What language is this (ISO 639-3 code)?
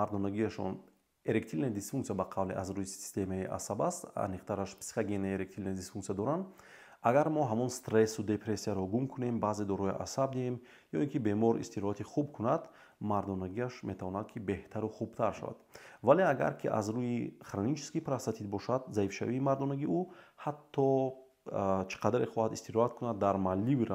tgk